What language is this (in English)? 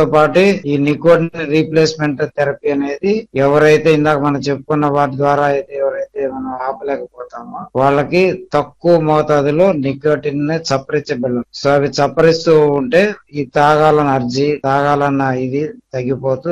Telugu